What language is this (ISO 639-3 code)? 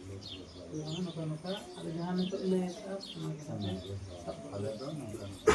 sat